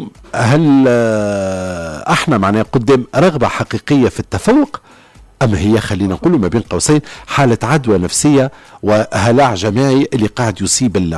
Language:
Tunisian Arabic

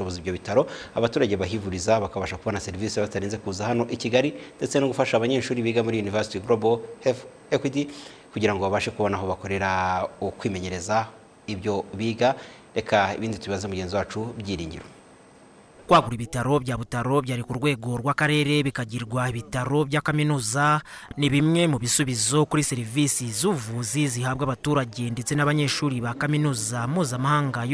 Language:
Kinyarwanda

